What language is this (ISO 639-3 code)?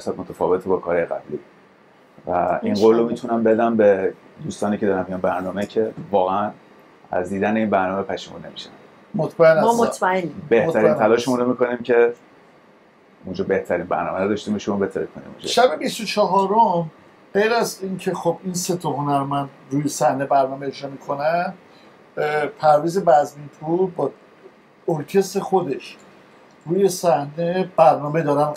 fas